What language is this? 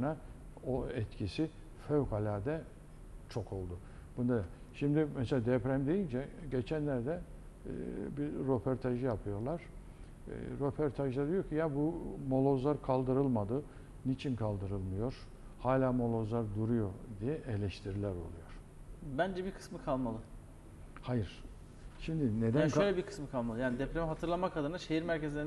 Turkish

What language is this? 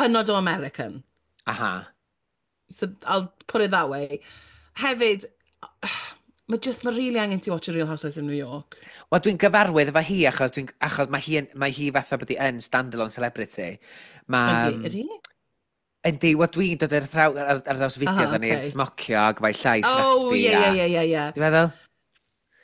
Welsh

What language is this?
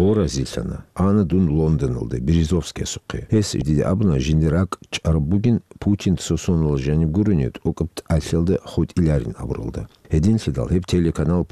Avaric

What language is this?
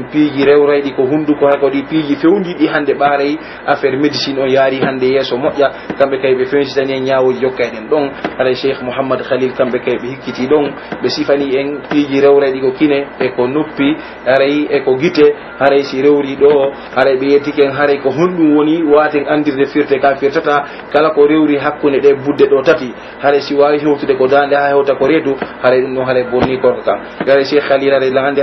Pular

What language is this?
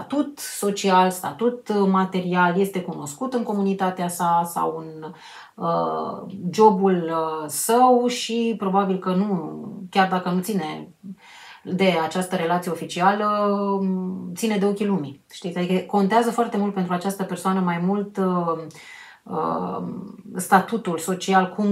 Romanian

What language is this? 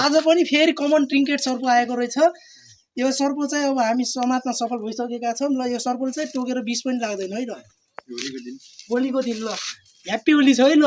Nepali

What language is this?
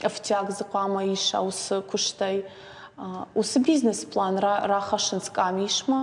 Ossetic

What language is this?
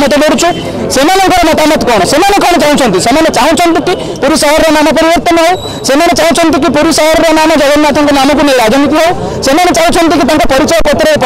Odia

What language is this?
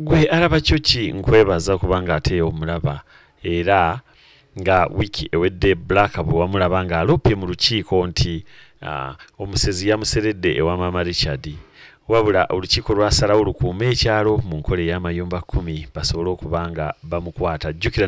Ganda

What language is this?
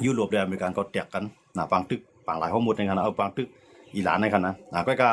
Shan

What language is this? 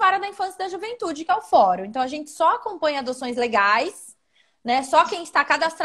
Portuguese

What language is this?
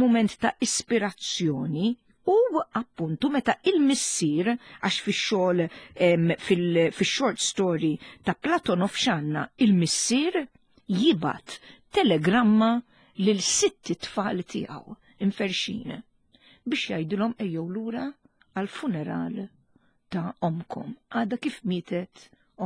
Maltese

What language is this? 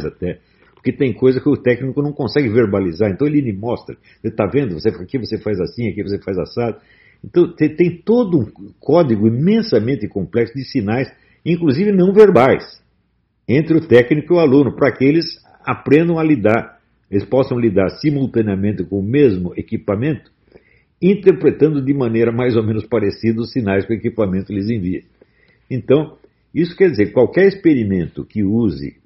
Portuguese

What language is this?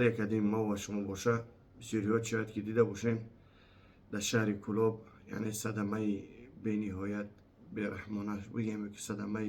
Tajik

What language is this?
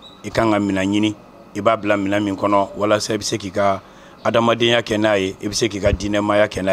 Bambara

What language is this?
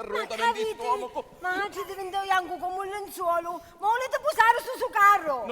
Sicilian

